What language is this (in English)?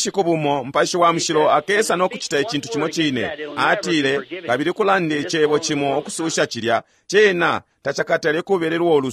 Bemba